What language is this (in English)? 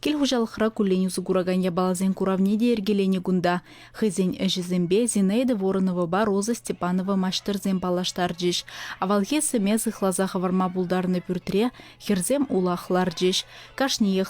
Chuvash